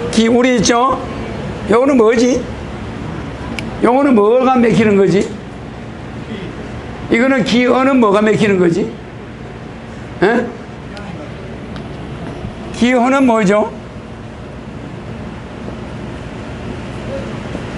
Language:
Korean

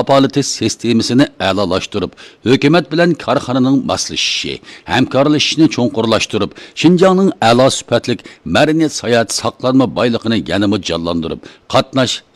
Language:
Uyghur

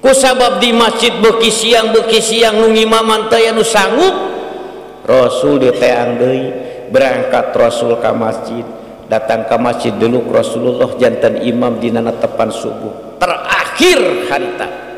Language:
Sundanese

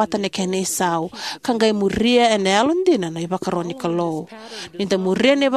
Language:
Fijian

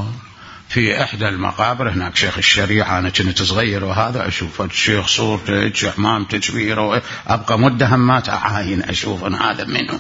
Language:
Mesopotamian Arabic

